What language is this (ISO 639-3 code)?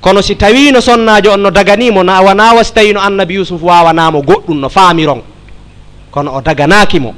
ful